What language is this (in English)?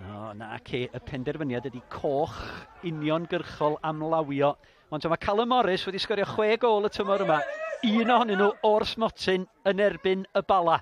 Welsh